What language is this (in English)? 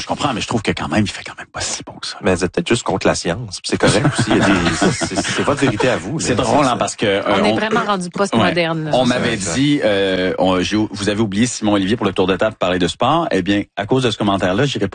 French